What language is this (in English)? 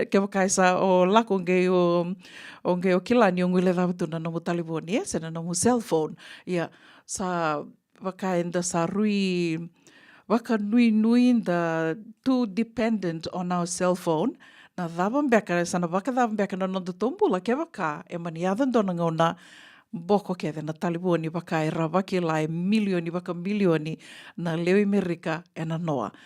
Fijian